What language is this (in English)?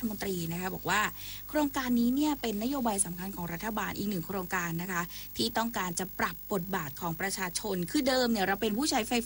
Thai